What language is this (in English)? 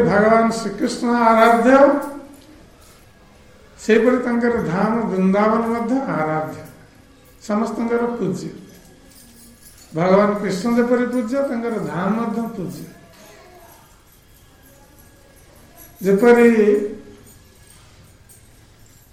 Odia